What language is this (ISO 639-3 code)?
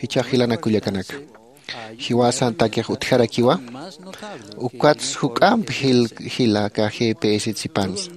aym